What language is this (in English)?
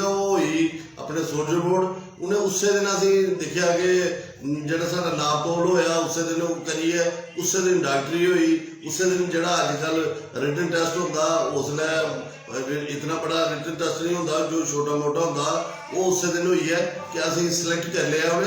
Dogri